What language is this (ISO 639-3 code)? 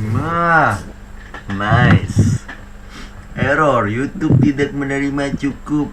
bjn